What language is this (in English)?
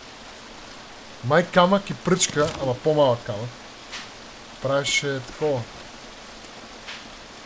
Bulgarian